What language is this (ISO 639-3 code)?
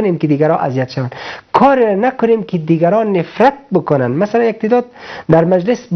fas